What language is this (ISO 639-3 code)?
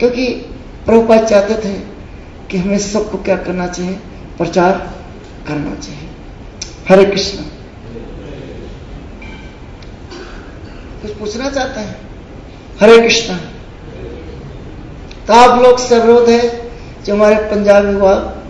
hin